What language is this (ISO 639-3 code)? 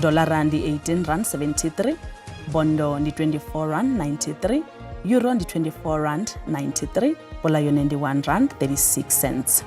ven